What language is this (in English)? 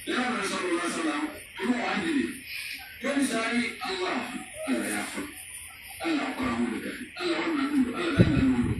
Pular